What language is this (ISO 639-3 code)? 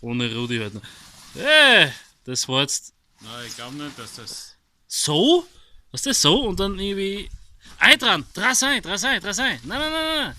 bar